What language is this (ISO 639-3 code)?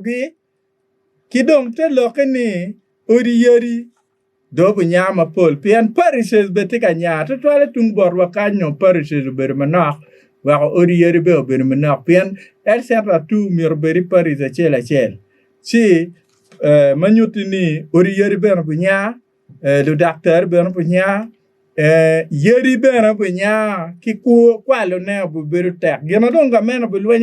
ach